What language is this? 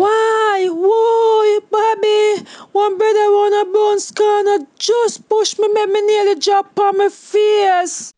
Jamaican Creole English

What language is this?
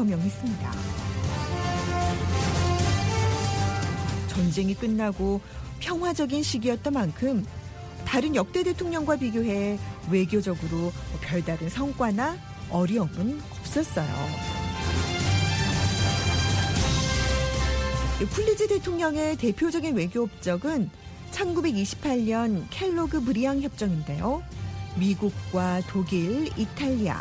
Korean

